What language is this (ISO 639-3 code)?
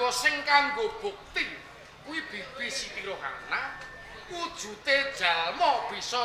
jav